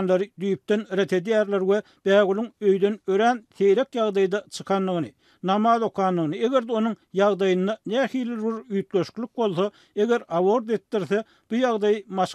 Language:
Turkmen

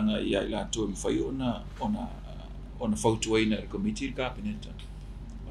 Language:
Samoan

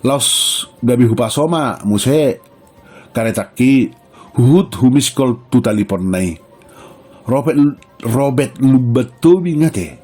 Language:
Batak Toba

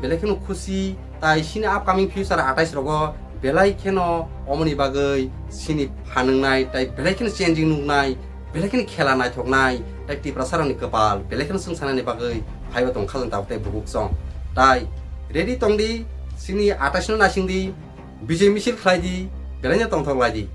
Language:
Kok Borok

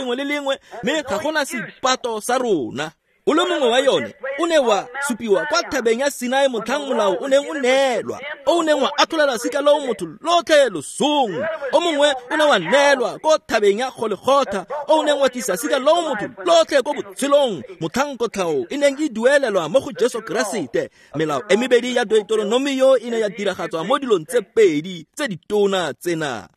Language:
Tswana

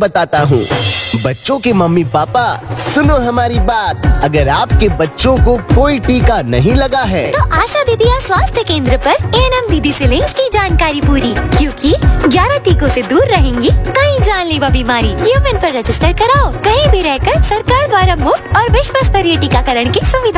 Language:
Hindi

